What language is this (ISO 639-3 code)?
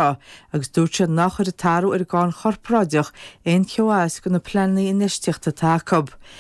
gle